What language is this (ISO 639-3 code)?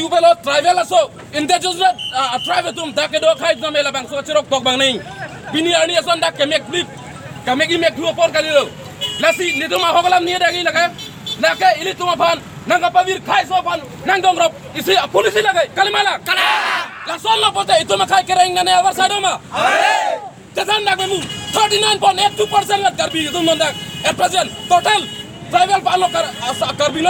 mjw